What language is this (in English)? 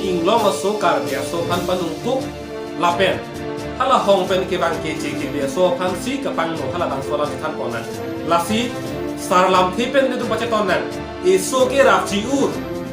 Karbi